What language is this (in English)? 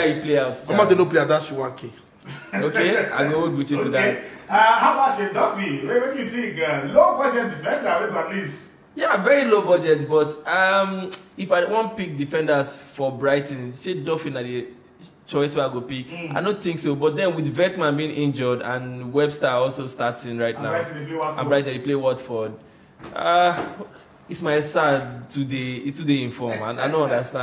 Nigerian Pidgin